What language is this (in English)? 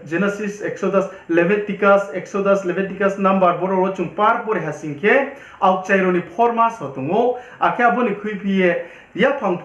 Riang (India)